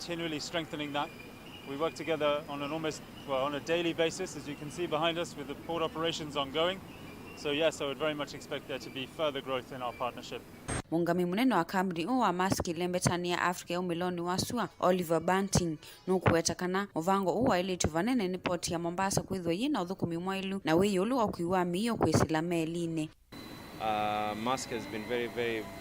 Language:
Kamba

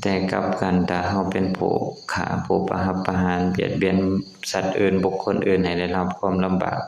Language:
Lao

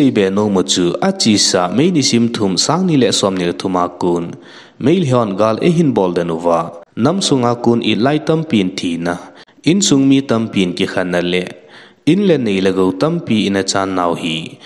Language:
Thado Chin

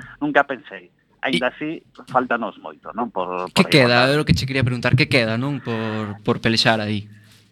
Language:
Galician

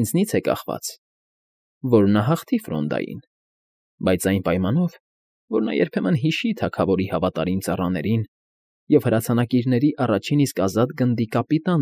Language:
Armenian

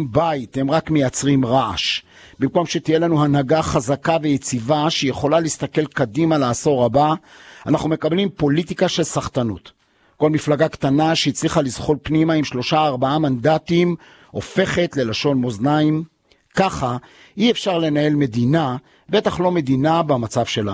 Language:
Hebrew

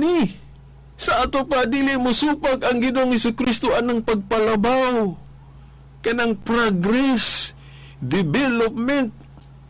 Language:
Cebuano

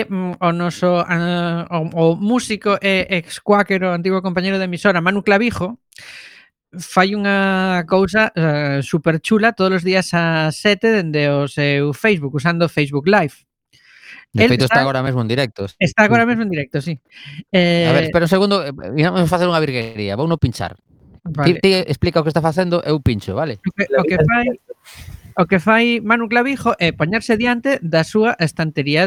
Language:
Galician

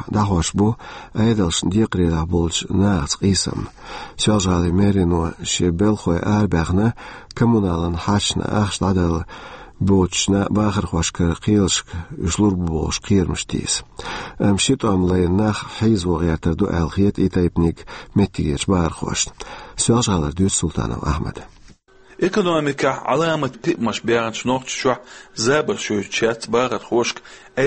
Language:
Chechen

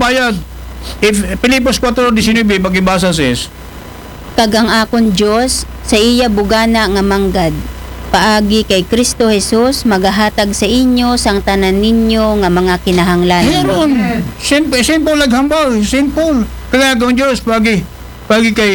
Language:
Aklanon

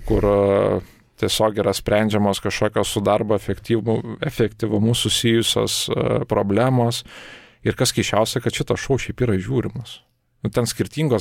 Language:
Lithuanian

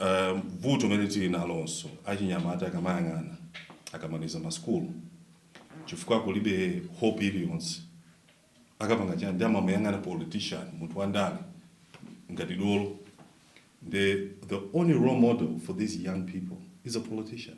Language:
Nyanja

